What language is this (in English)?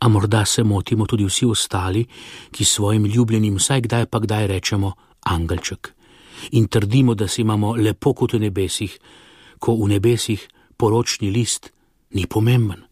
Slovenian